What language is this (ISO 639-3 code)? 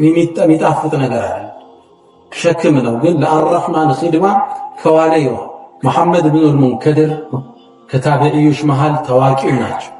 amh